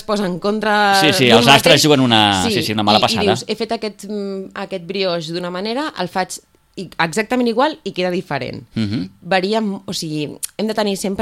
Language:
Catalan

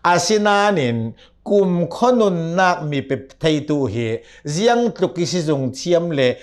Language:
Hakha Chin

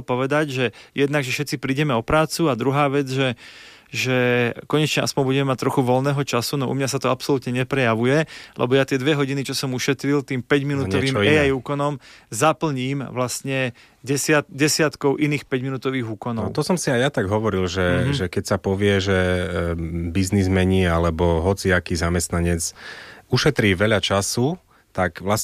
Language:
Slovak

